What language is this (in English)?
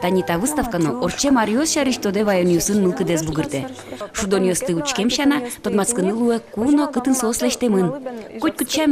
Udmurt